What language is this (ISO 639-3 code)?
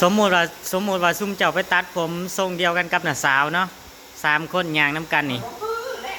tts